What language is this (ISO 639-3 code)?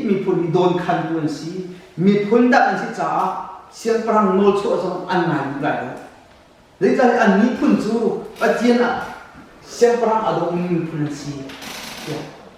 cnh